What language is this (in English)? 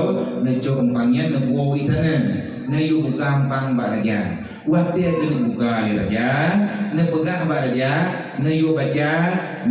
Achinese